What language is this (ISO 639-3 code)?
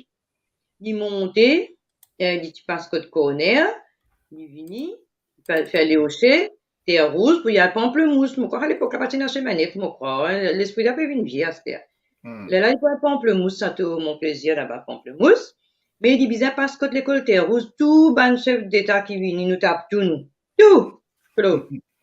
mfe